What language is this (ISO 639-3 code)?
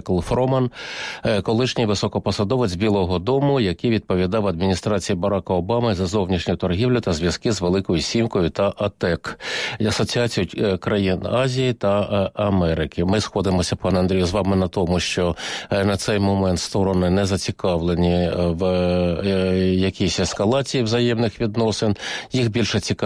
ukr